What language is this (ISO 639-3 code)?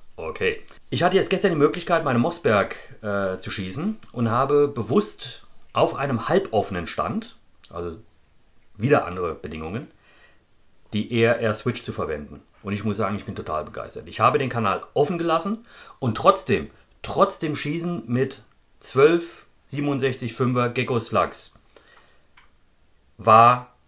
deu